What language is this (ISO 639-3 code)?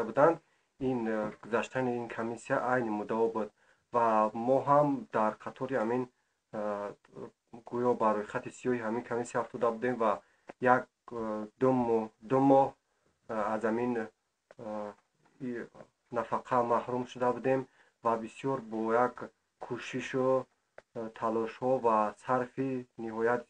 tgk